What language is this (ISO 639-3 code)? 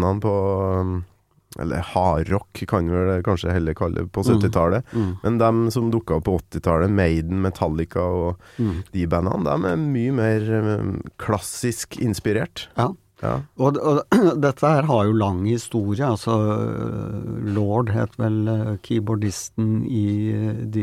nor